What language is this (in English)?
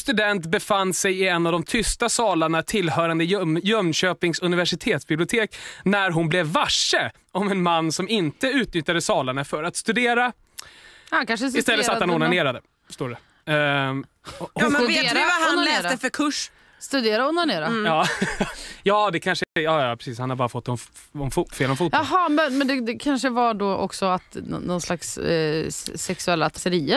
Swedish